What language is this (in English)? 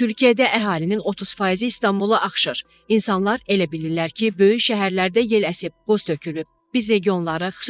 Azerbaijani